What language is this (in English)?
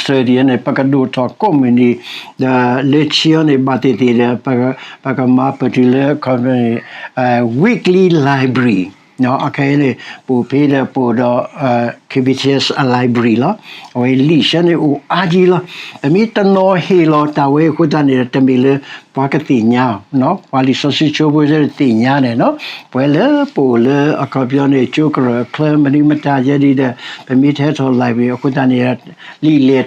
S'gaw Karen